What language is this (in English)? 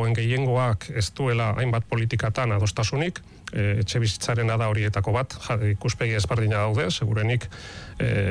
Basque